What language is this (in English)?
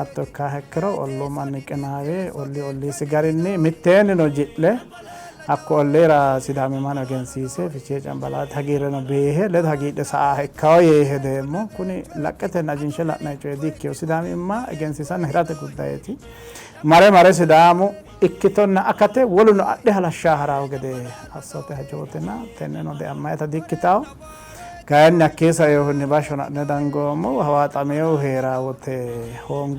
Sidamo